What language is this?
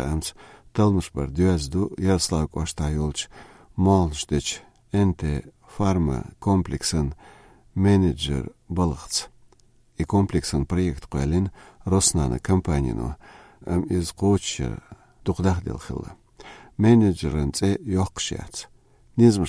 Chechen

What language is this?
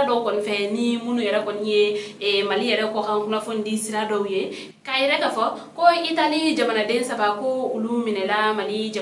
Bambara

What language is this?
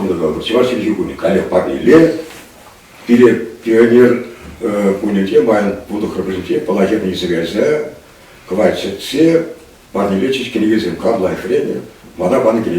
Chuvash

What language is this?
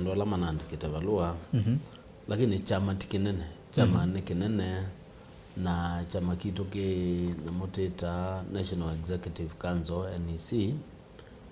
Kamba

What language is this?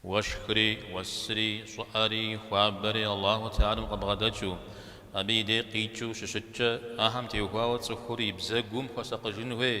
Kabardian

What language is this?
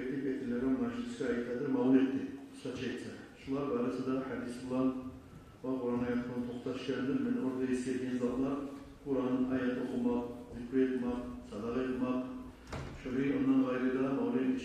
Kumyk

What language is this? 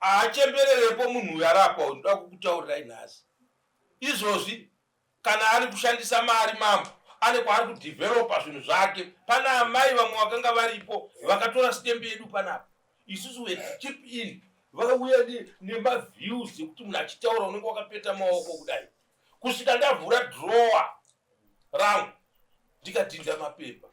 Shona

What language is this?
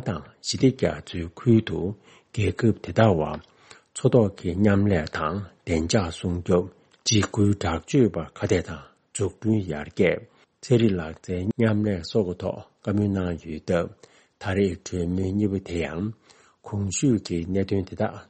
Tibetan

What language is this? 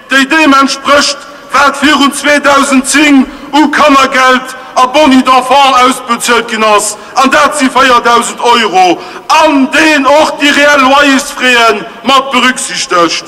Luxembourgish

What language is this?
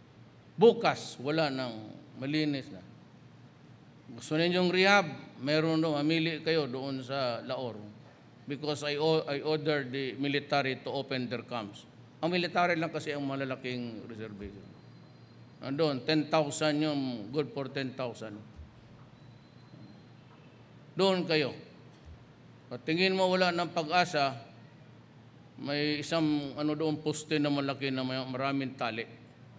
Filipino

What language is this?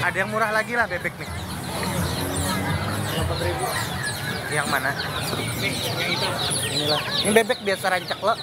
Banjar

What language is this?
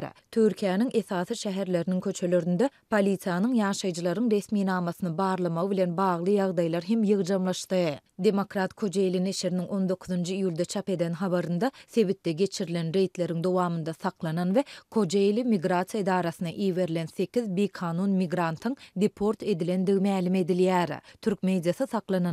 Turkmen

